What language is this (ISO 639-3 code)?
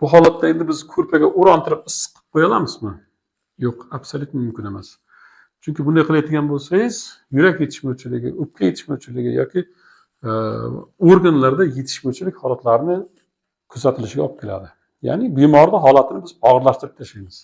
uzb